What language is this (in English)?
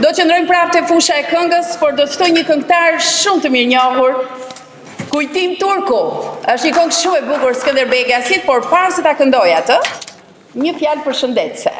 Albanian